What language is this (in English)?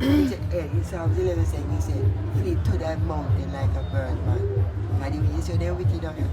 Jamaican Creole English